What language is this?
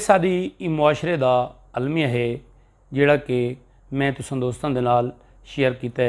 Saraiki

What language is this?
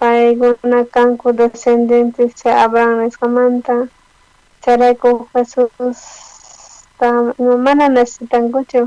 South Bolivian Quechua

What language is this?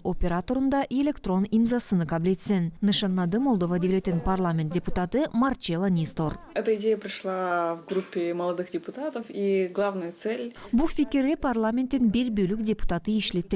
Gagauz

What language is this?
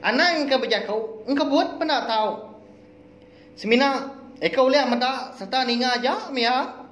Iban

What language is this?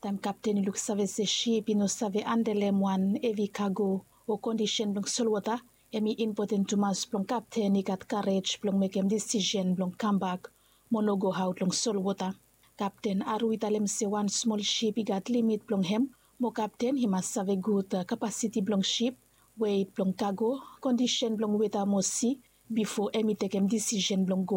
Bislama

